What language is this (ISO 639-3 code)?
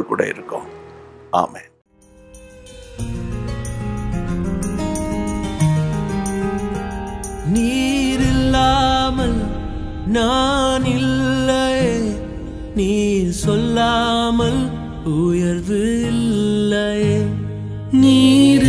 tam